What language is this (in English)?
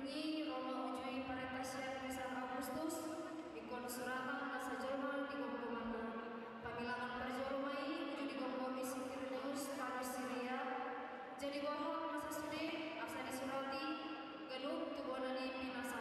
Batak Toba